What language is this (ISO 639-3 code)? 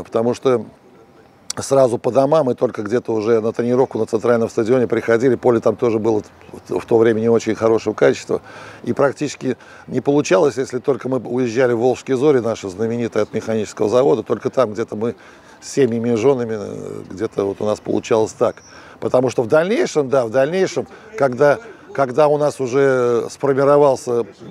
rus